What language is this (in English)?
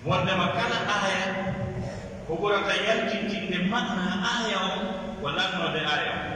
Pular